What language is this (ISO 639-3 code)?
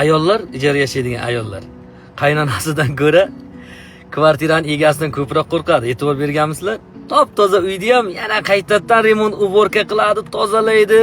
uzb